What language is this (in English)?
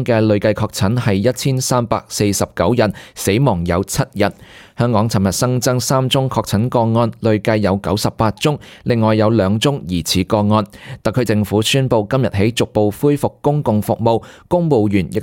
Cantonese